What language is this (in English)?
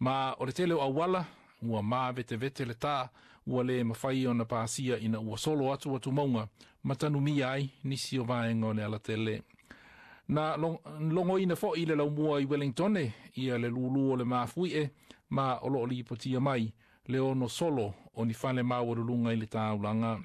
Samoan